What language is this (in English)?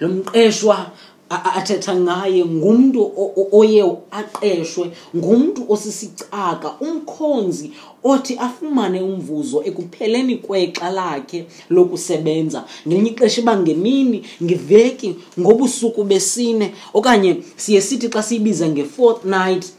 Xhosa